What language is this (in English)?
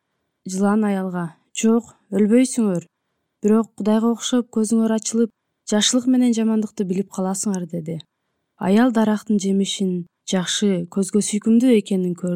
Kyrgyz